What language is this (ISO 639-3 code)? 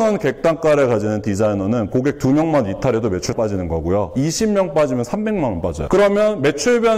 kor